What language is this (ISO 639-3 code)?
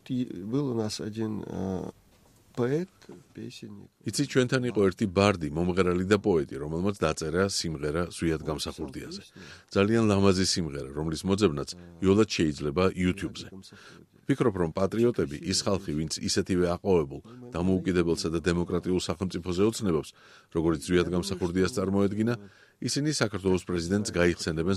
kat